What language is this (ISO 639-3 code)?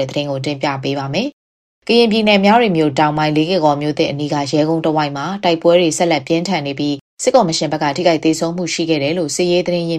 mya